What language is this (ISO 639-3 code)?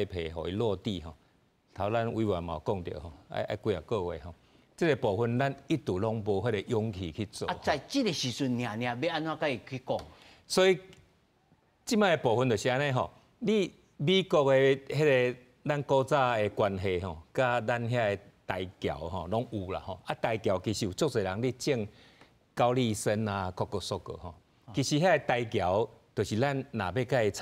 nan